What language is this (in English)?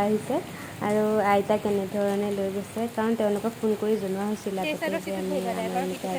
Assamese